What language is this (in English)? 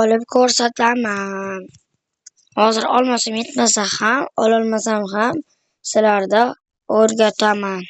Uzbek